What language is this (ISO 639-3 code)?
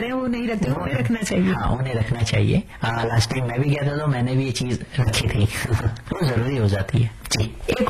hin